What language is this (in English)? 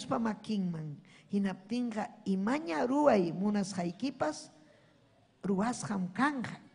Ayacucho Quechua